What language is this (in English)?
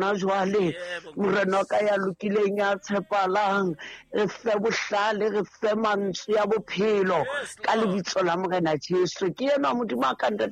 Southern Sotho